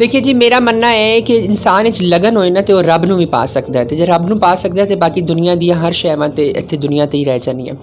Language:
Western Panjabi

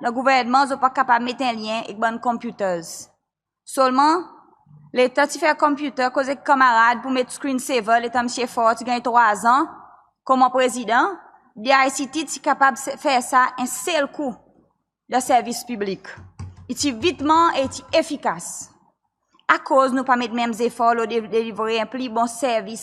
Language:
Seselwa Creole French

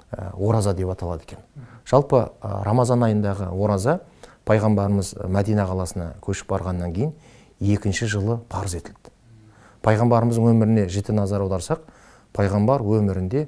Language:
Kazakh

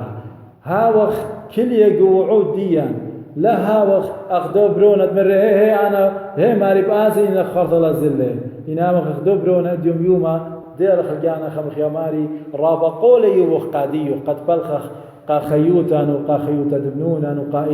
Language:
Assyrian Neo-Aramaic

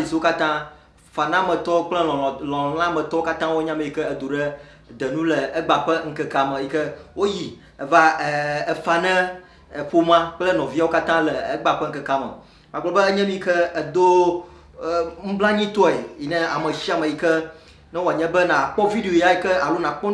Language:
Ewe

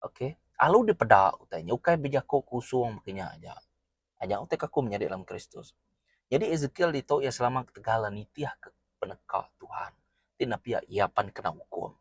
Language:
Iban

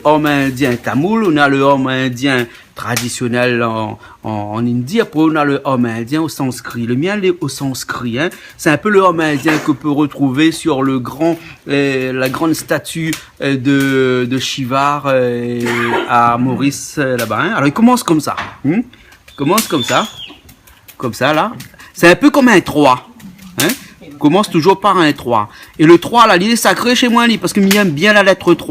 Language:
Réunion Creole French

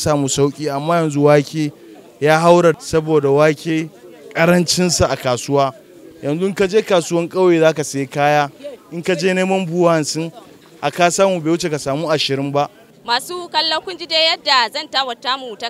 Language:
Hausa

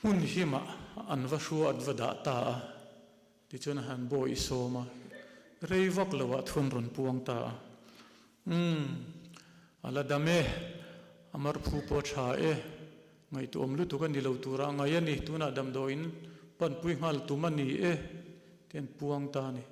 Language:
Mizo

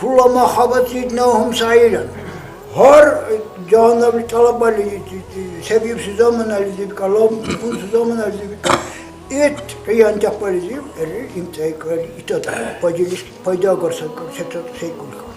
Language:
Dargwa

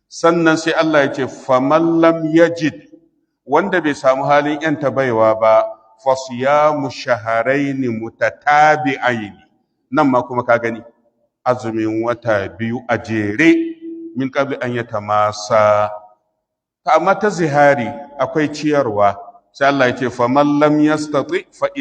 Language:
Hausa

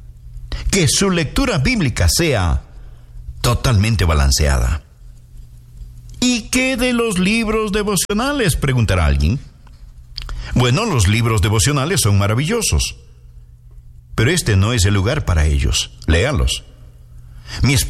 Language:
Spanish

